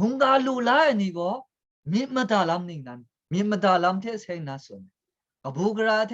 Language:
Kachin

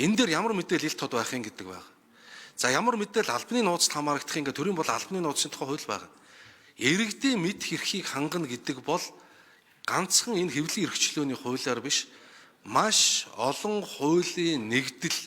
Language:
Mongolian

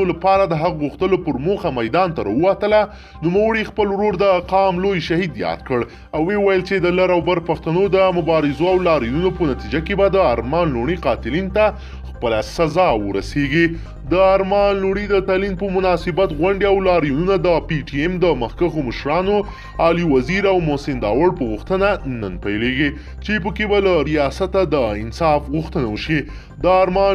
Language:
Pashto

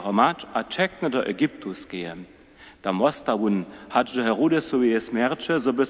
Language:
Upper Sorbian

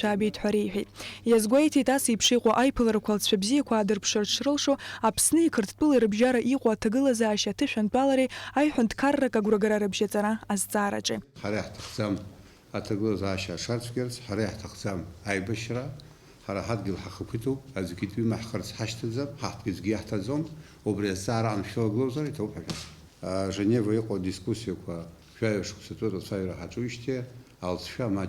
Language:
Abkhazian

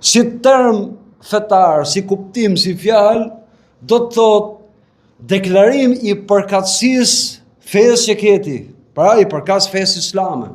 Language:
Albanian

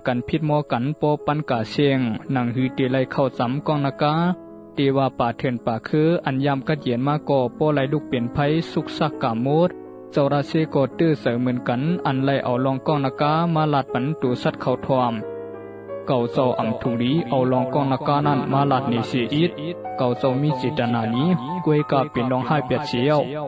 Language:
Shan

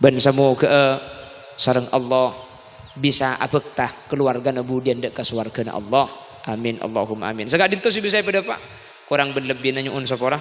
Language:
Madurese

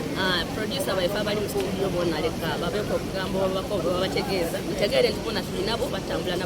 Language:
Soga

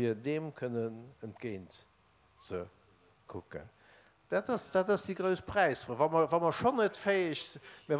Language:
Luxembourgish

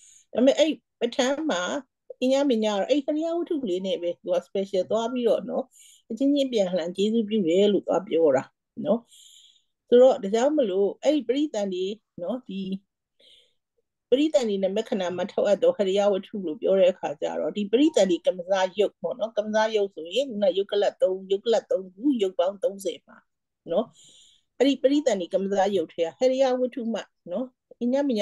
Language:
Burmese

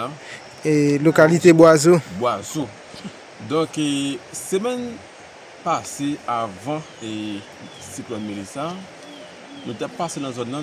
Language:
Haitian Creole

